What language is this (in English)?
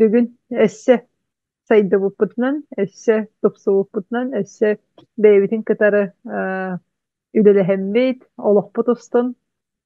Yakut